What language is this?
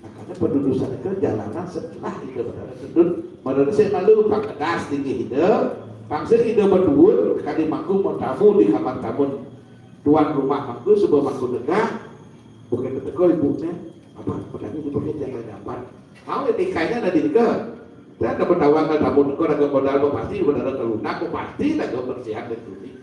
Balinese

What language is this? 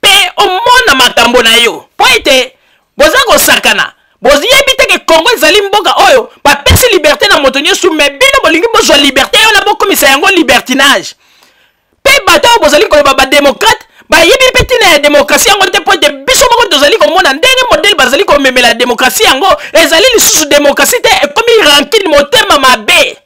Lingala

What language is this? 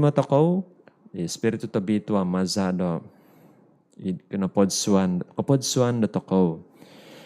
Central Dusun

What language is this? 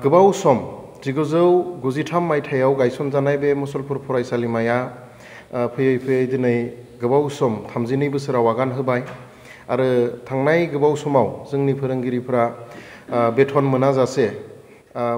Bodo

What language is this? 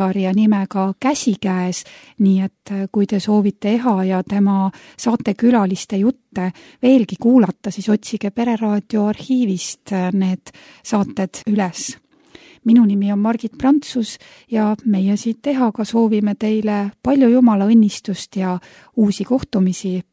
Estonian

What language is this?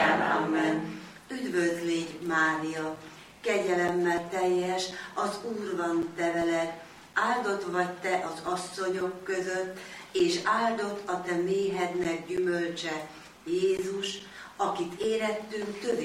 Hungarian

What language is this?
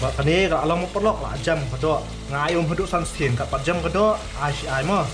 Khasi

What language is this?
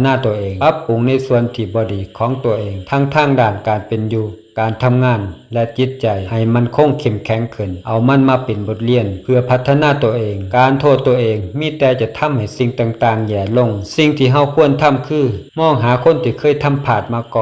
Lao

